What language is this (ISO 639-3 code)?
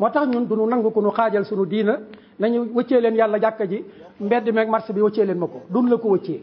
wol